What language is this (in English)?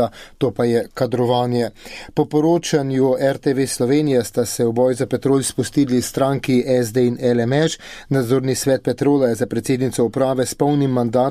Slovenian